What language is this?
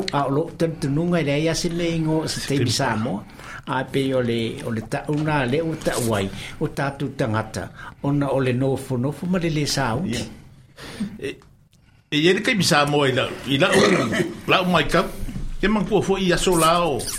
Samoan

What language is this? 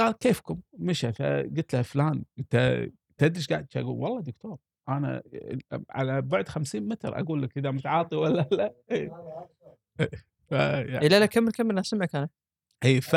Gulf Arabic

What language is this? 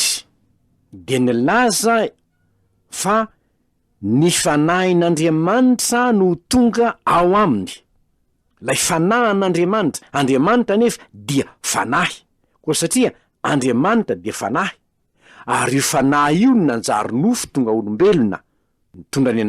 Malagasy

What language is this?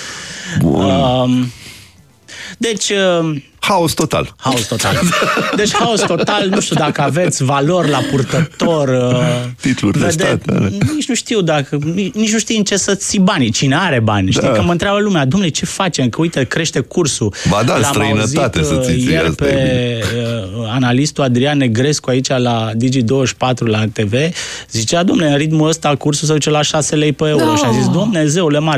Romanian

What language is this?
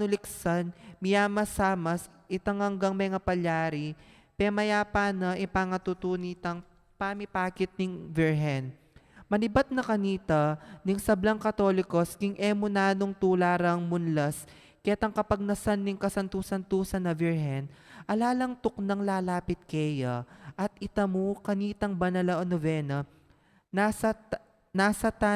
Pampanga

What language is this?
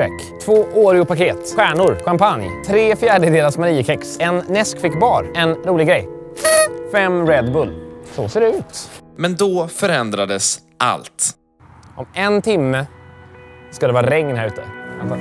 Swedish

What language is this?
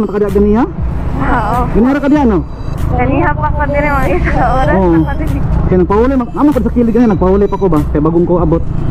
Cebuano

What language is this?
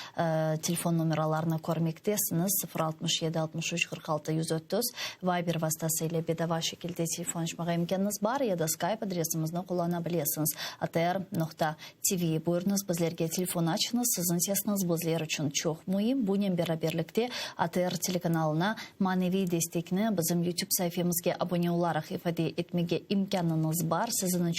Crimean Tatar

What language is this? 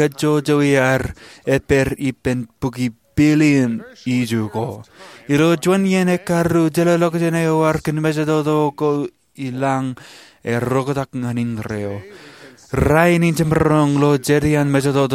Marshallese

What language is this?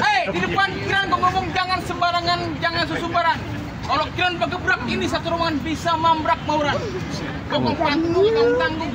Betawi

